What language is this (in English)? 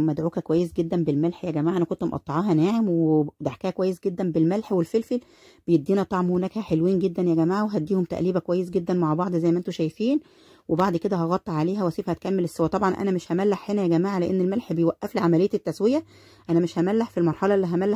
Egyptian Arabic